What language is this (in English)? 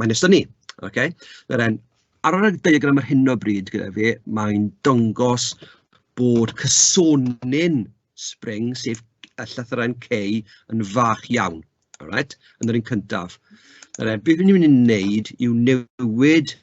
Welsh